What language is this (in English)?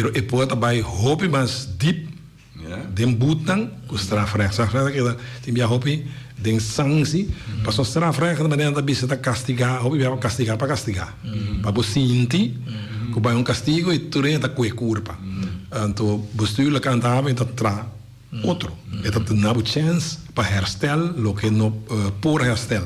Papiamento